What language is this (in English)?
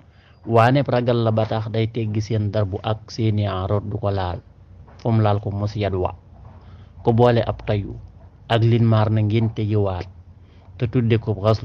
Wolof